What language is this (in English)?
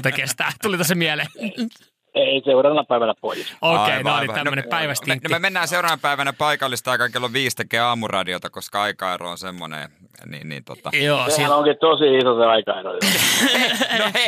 Finnish